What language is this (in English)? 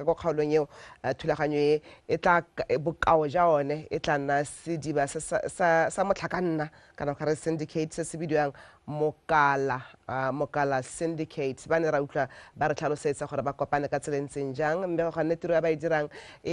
Tswana